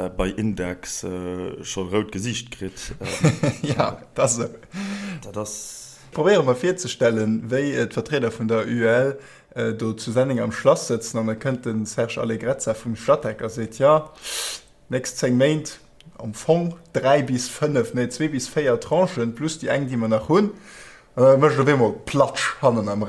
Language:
Luxembourgish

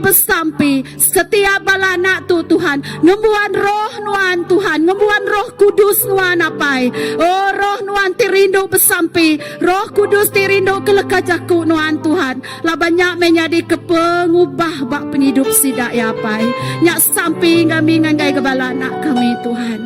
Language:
Iban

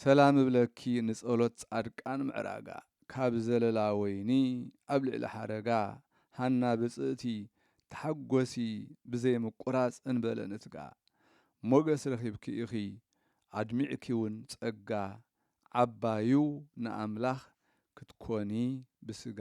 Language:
Tigrinya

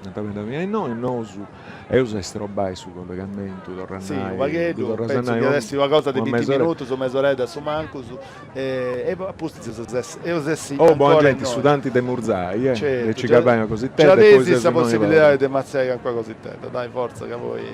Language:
Sardinian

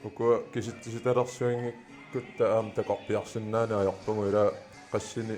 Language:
Kalaallisut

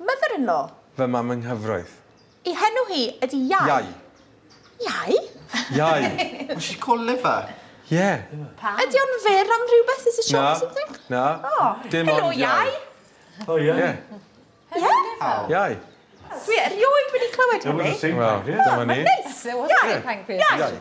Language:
Welsh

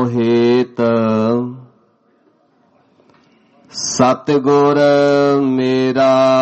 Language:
Punjabi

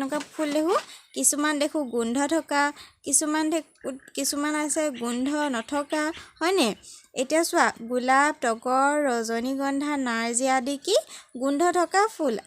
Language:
Assamese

